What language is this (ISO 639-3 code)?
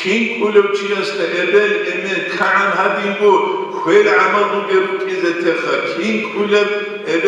ava